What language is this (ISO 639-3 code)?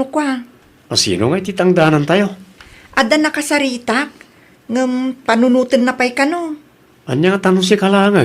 ilo